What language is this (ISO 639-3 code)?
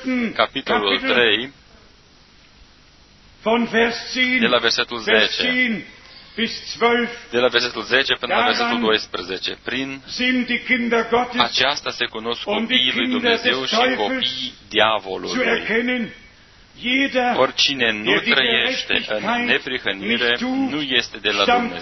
ron